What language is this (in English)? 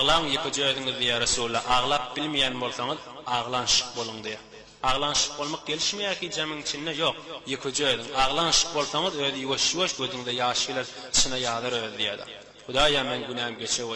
Turkmen